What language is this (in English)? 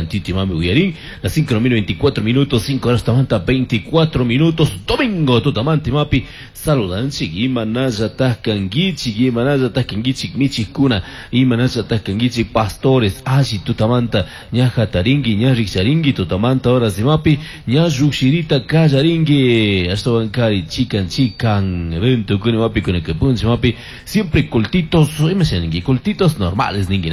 Chimborazo Highland Quichua